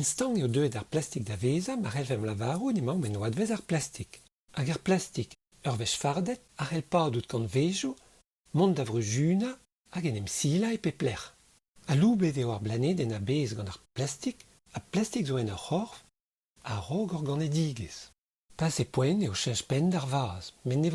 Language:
Breton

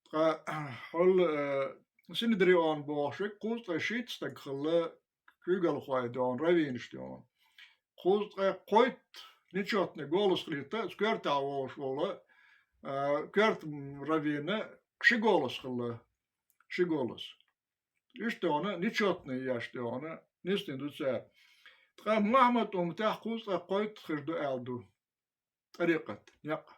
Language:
Chechen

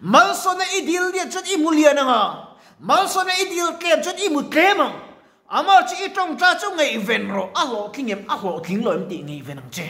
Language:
Mizo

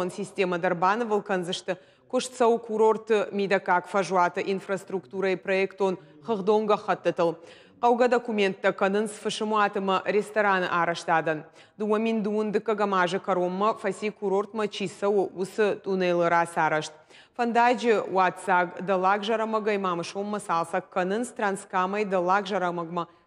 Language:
Ossetic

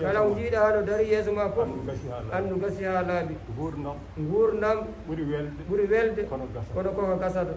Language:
Fula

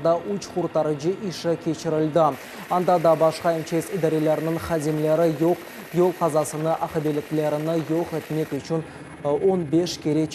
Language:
Crimean Tatar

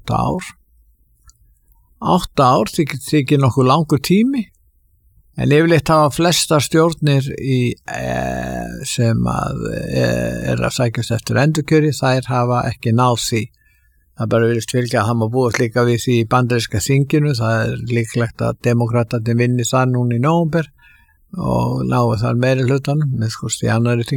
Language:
Icelandic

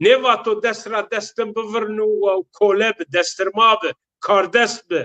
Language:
Zaza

